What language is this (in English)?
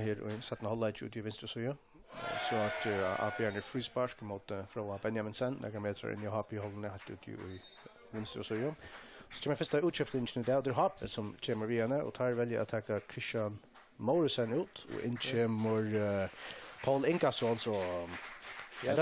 Faroese